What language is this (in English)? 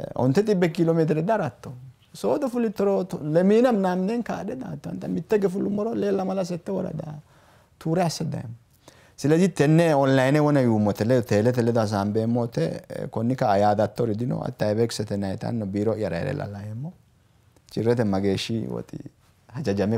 Sidamo